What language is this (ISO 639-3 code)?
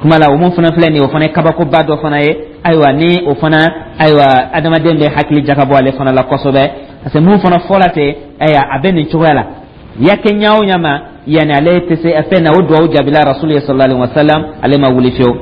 dyu